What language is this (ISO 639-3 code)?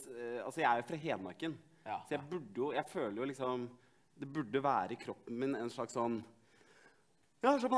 nor